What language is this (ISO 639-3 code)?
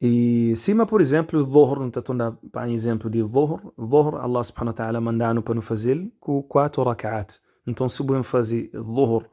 kea